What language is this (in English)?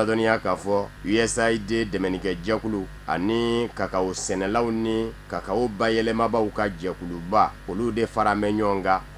Bambara